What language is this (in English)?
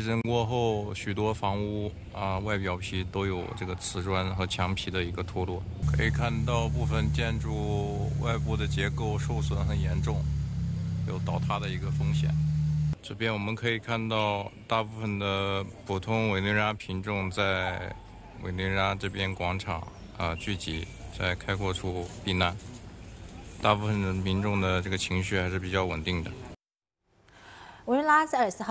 Chinese